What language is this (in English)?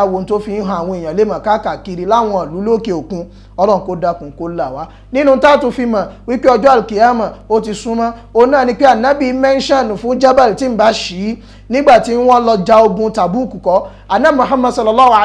Yoruba